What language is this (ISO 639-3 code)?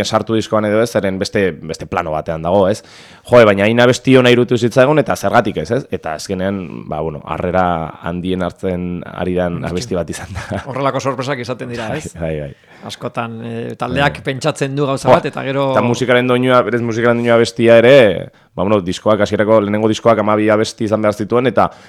eus